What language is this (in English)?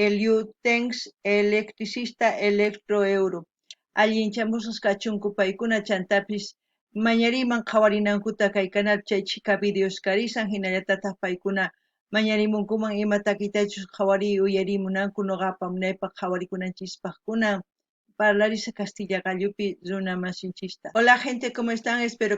South Bolivian Quechua